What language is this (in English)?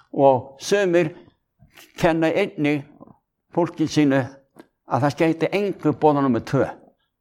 Icelandic